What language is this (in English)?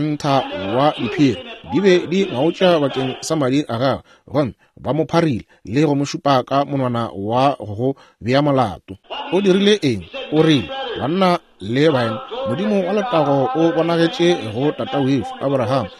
Northern Sotho